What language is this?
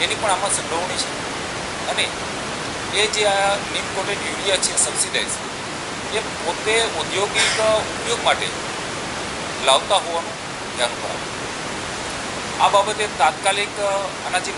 Gujarati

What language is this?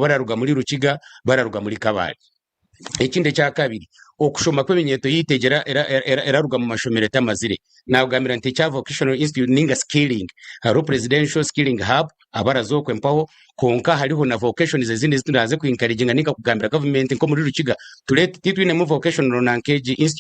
Nyankole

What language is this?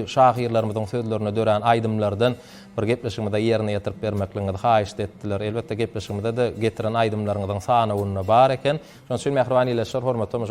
Turkmen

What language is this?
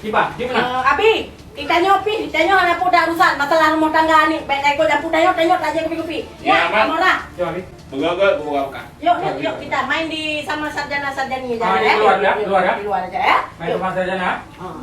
Achinese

